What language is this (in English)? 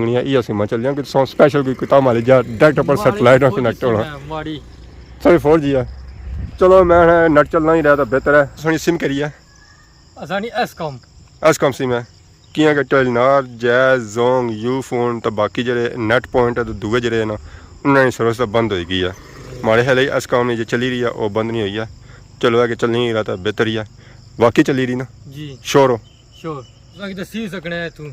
Pahari-Potwari